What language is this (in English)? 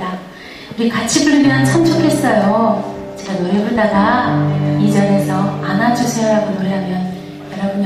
Korean